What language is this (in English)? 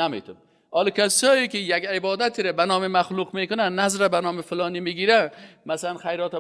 Persian